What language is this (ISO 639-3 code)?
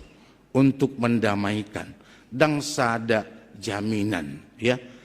bbc